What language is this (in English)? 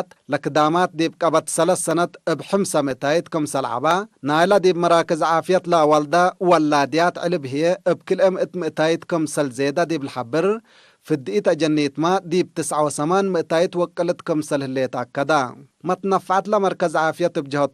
Tigre